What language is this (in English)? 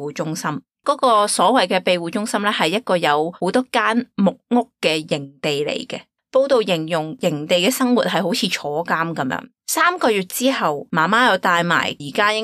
Cantonese